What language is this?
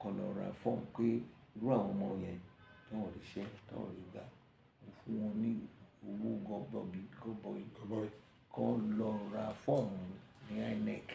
Yoruba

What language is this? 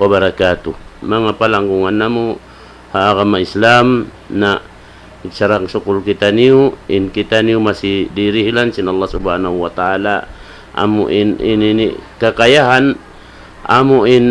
Tausug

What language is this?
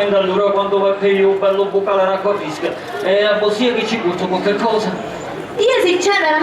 Sicilian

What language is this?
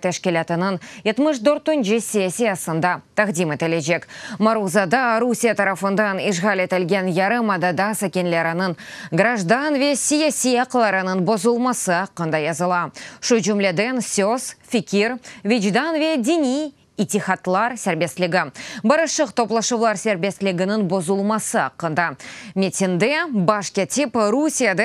Crimean Tatar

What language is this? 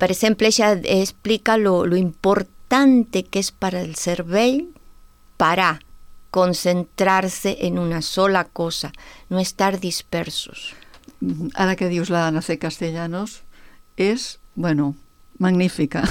Catalan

